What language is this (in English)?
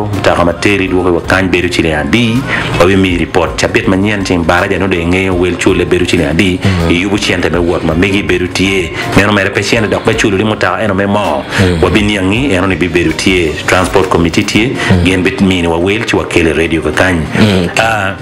Acoli